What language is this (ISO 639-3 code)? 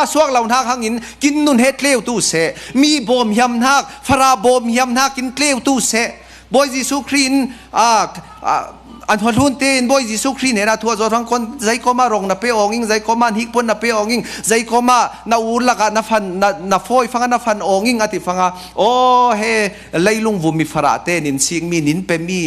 cfm